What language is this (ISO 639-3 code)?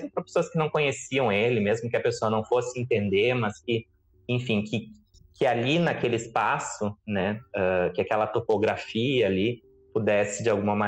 por